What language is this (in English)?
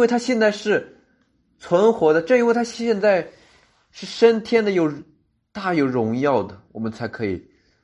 Chinese